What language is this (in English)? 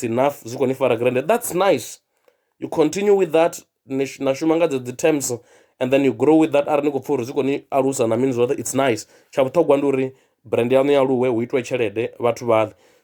Venda